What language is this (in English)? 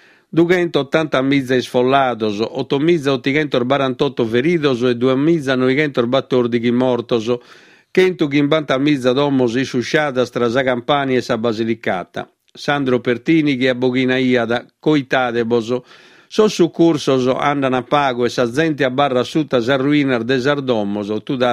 Sardinian